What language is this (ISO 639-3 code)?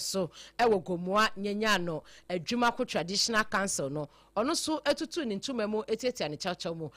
aka